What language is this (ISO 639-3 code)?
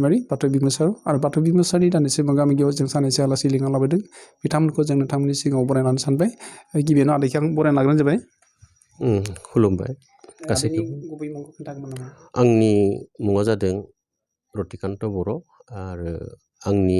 brx